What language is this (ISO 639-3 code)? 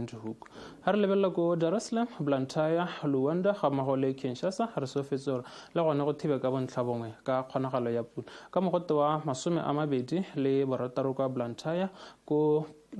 tsn